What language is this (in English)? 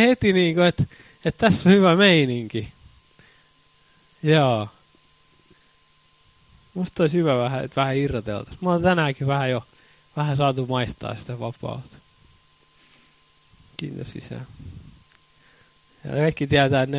Finnish